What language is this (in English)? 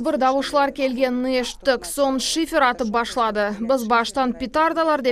Crimean Tatar